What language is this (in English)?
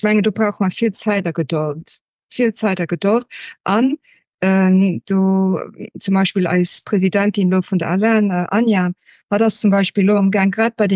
Luxembourgish